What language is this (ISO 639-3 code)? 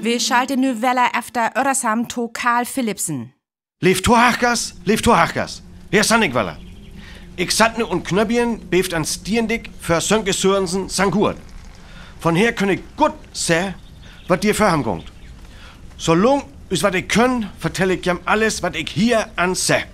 frr